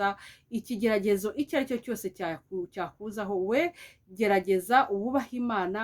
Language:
Kinyarwanda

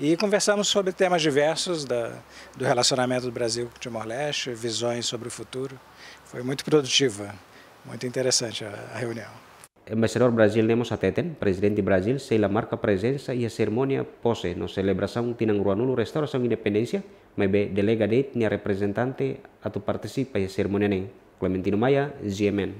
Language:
Tetum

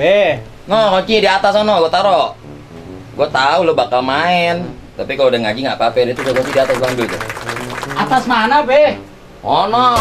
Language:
Betawi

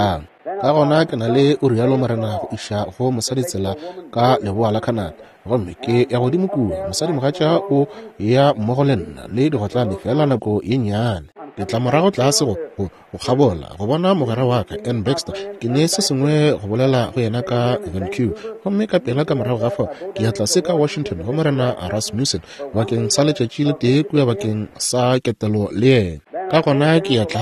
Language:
Northern Sotho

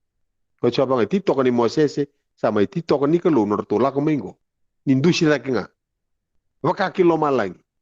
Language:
Fijian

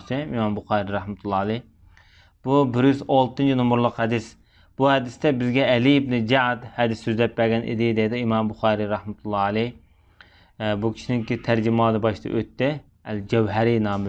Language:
Uyghur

